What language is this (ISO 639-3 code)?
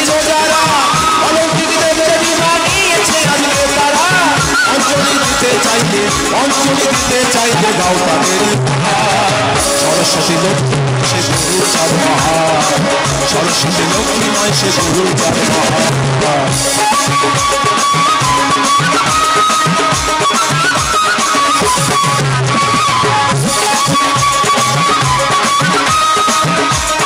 ben